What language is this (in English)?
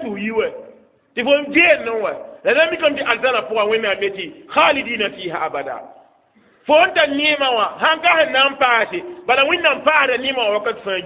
Mossi